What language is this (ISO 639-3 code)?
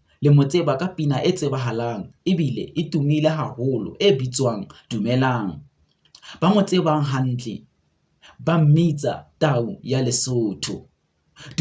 sot